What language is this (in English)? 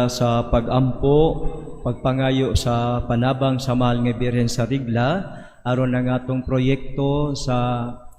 Cebuano